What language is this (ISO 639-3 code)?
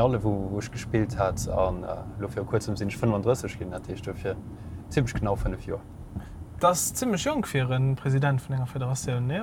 ltz